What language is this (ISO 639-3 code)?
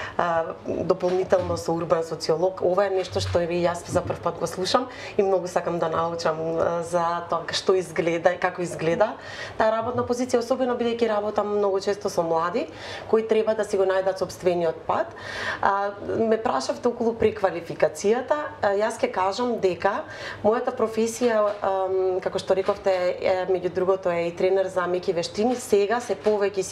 mkd